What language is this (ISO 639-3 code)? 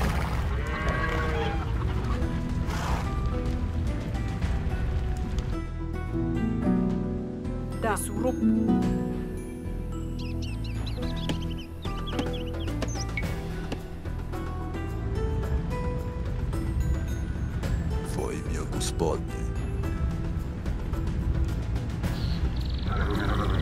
bul